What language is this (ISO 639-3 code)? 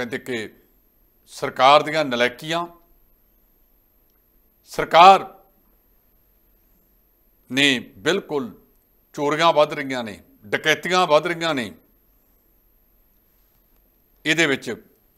pan